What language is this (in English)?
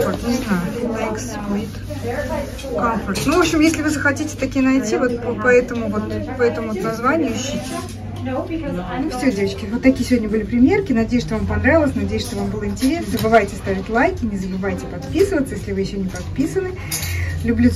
Russian